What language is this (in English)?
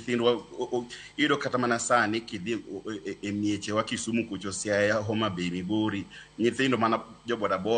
Luo (Kenya and Tanzania)